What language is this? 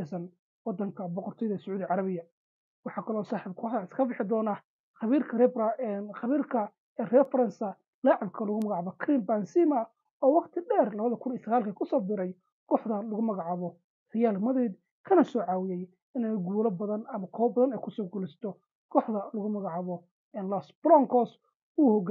Somali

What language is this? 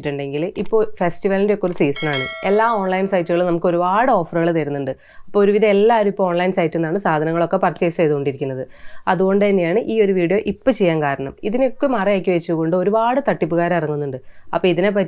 Malayalam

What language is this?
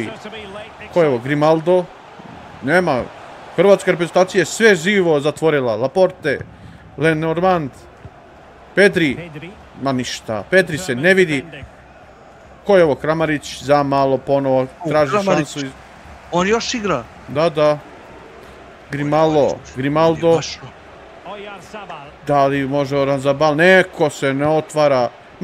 Serbian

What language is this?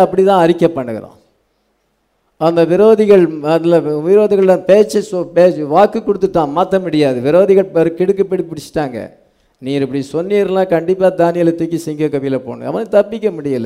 Tamil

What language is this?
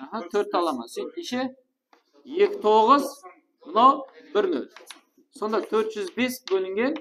Kara-Kalpak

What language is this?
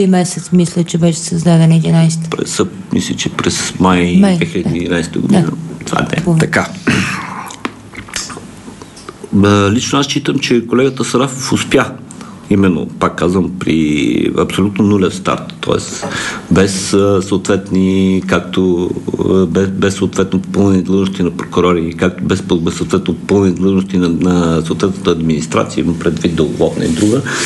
Bulgarian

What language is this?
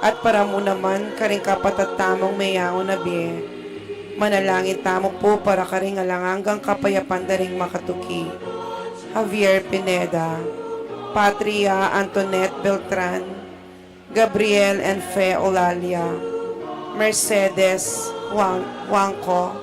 Pampanga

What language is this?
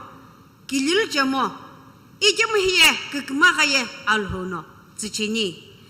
Sumi Naga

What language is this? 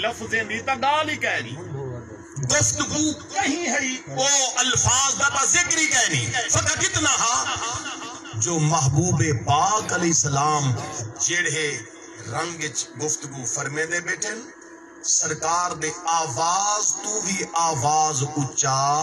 Saraiki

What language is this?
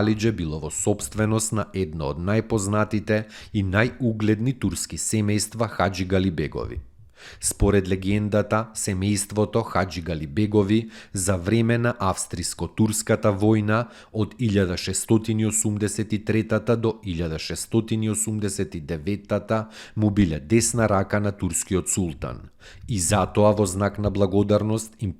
Macedonian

